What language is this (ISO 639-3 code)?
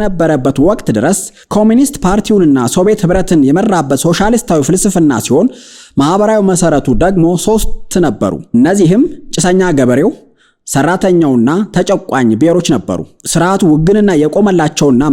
amh